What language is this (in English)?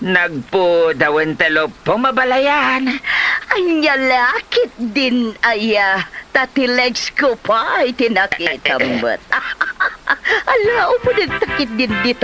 Iloko